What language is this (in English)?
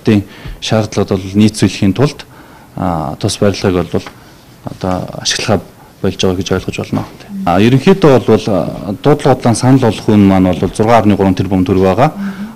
Mongolian